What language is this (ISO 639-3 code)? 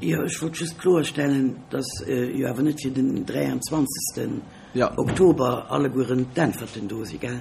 ltz